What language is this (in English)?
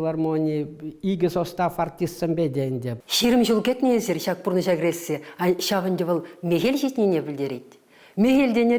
Chuvash